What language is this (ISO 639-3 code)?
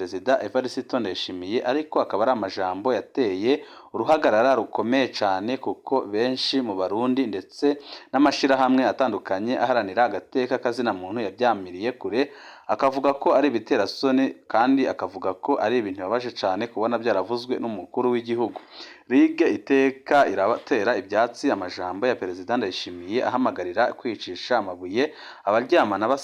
run